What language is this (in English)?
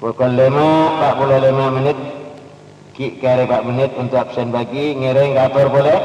Madurese